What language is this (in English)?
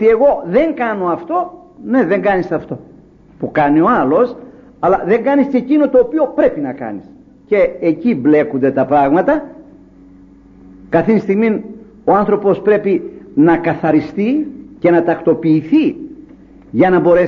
Greek